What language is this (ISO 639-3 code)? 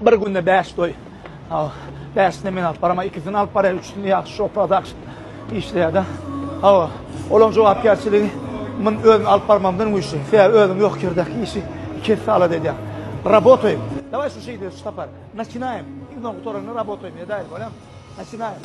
tuk